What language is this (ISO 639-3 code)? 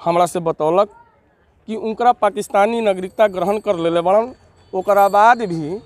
bho